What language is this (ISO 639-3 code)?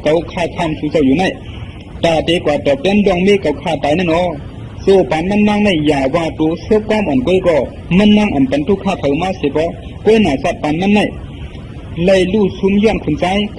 shn